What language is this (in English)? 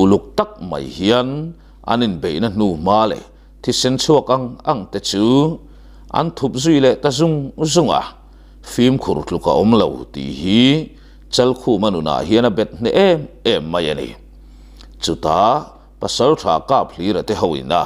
Mizo